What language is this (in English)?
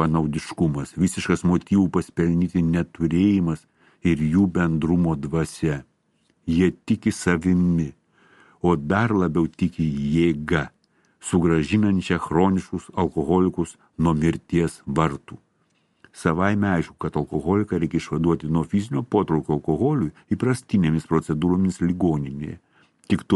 Lithuanian